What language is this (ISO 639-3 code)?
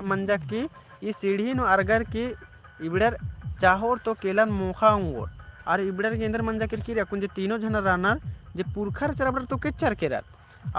kru